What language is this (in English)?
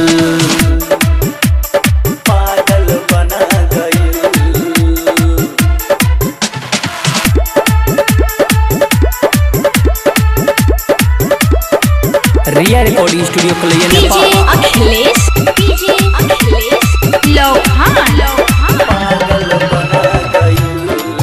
Bhojpuri